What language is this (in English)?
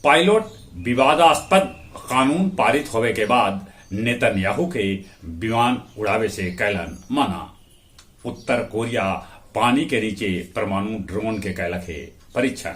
Magahi